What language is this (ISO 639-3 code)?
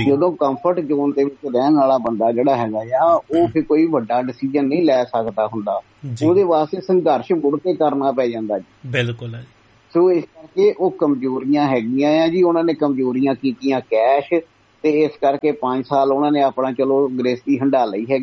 pan